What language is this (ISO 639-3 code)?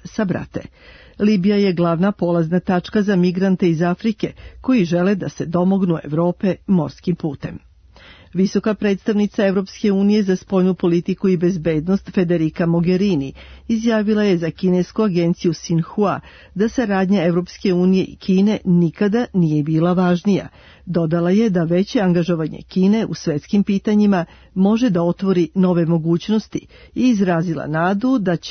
srp